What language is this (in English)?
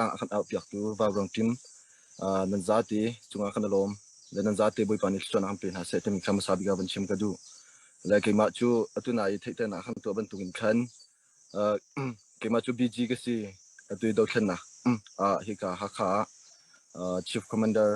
Hakha Chin